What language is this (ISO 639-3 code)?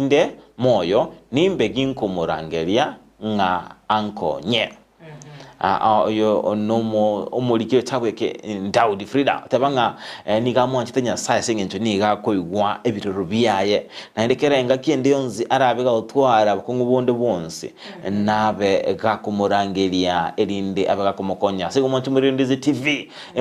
guz